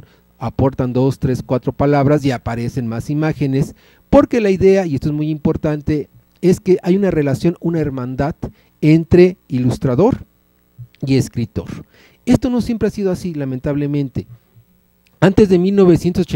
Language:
Spanish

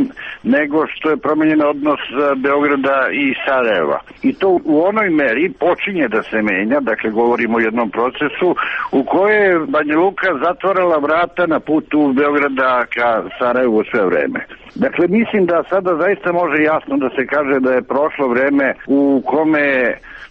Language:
Serbian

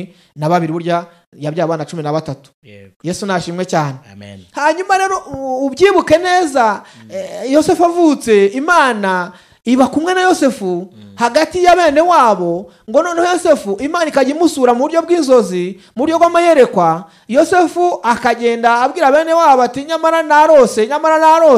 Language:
Kinyarwanda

